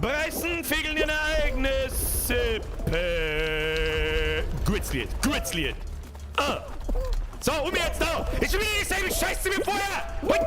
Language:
Bavarian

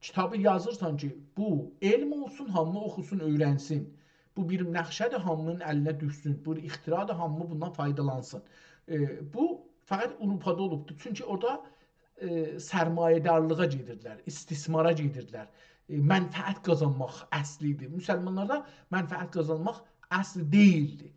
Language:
South Azerbaijani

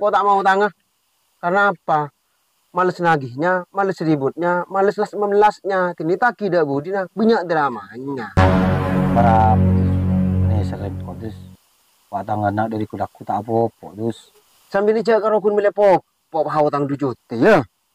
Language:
Madurese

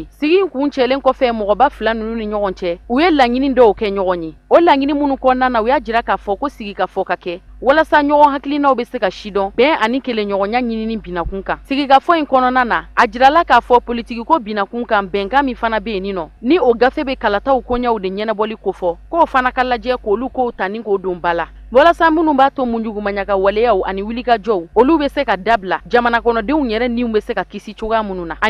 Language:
Bambara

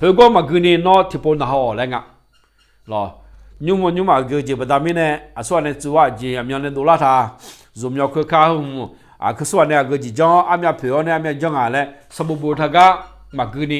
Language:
Akha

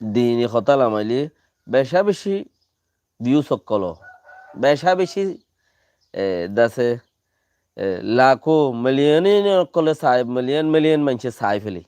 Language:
Rohingya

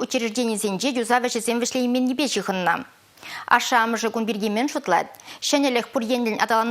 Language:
Chuvash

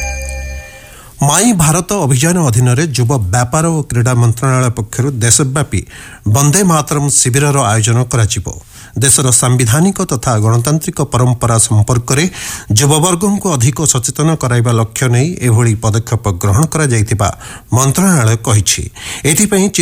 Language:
Odia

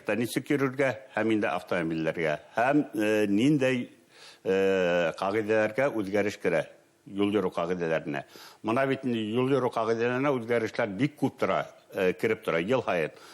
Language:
Bashkir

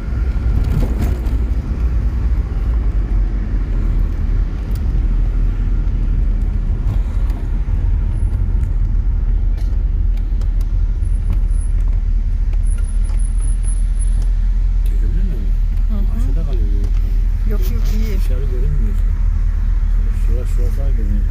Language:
Turkish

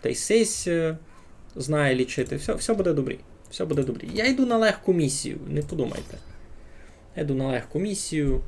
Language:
Rusyn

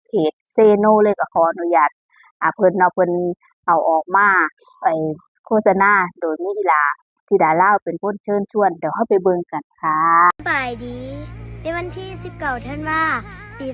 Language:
Northeastern Thai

